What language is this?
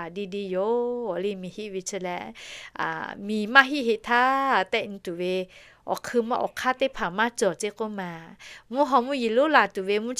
Lahu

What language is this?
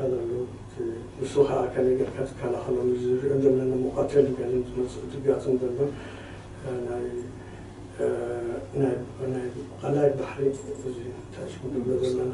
Tigrinya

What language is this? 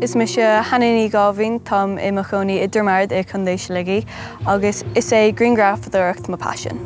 Irish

